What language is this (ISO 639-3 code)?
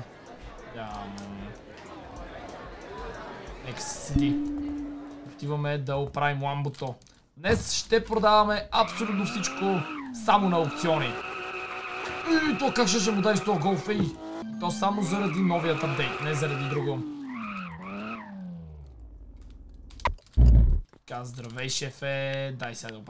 bul